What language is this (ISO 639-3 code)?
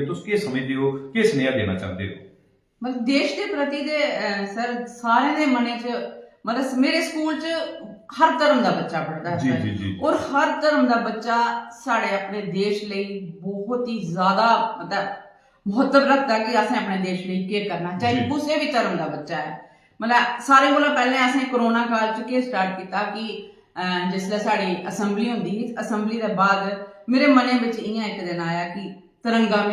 doi